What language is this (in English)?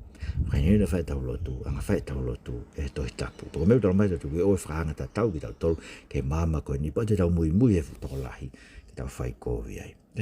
Tongan